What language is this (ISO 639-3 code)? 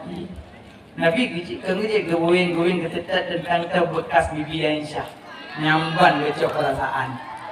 ace